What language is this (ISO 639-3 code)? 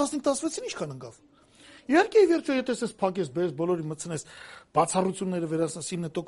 hye